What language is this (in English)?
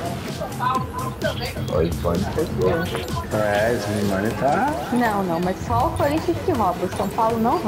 Portuguese